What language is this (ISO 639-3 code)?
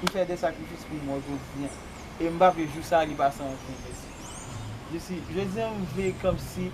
hat